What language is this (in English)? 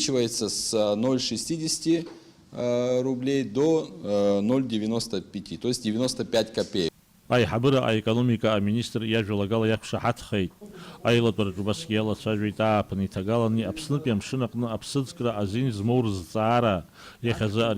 Abkhazian